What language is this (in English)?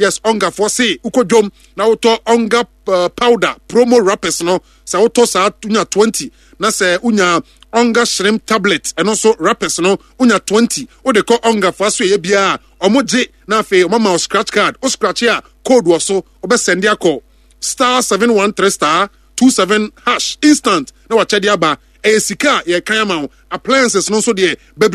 Akan